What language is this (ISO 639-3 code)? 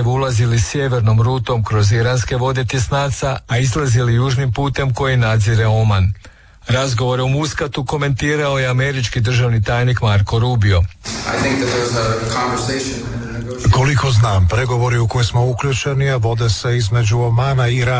hrv